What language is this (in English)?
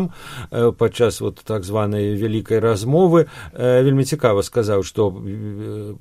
Belarusian